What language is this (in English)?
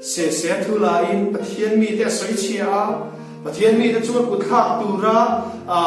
Hmar